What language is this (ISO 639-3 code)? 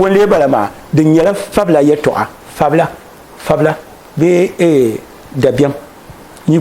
dag